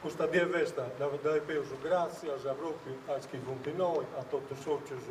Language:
Sardinian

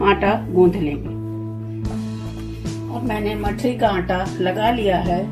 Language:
Hindi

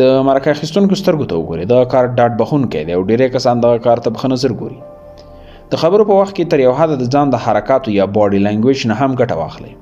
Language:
Pashto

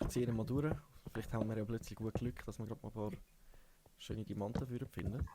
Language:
Swiss German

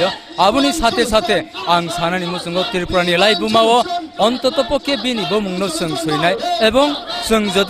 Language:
Kok Borok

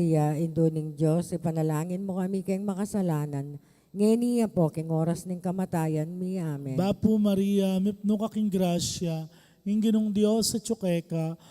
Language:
Pampanga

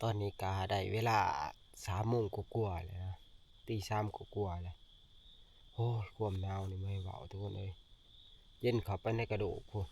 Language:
Northeastern Thai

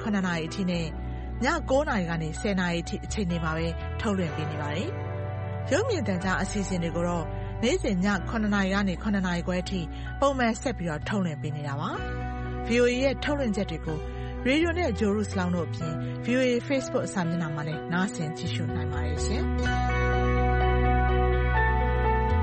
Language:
Burmese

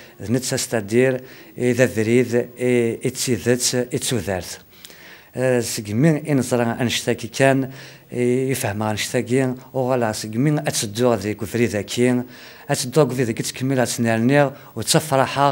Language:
Kabyle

